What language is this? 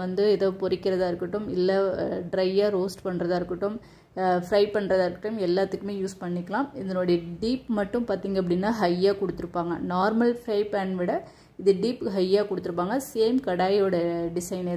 Tamil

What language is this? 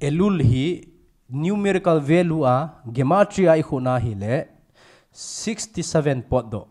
Thado Chin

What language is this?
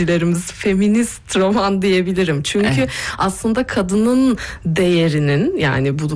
Turkish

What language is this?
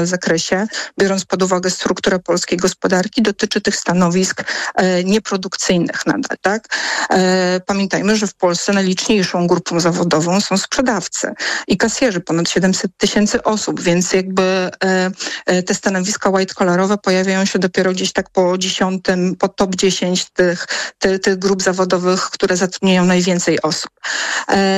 Polish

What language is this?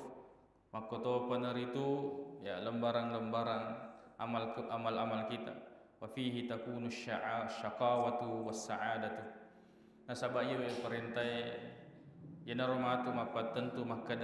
Buginese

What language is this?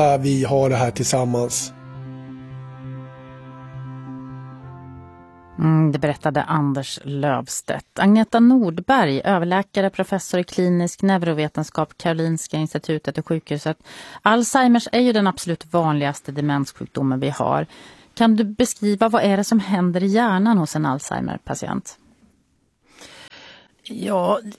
Swedish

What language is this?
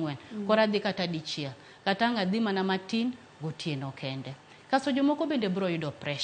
Luo (Kenya and Tanzania)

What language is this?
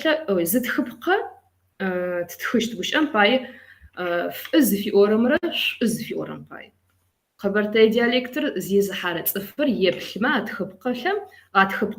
Kabardian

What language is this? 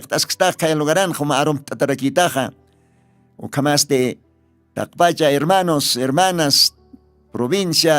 Aymara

